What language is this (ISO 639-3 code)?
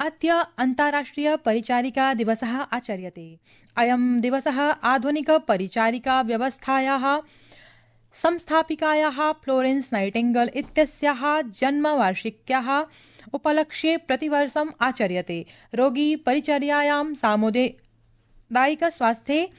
san